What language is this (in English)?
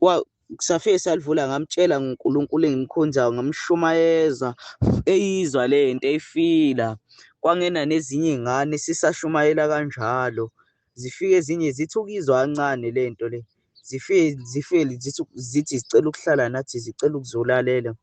Zulu